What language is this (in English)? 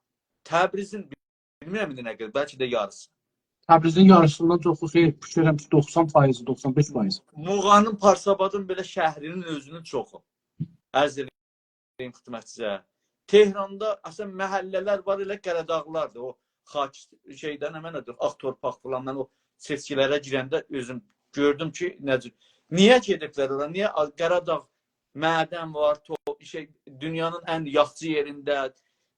South Azerbaijani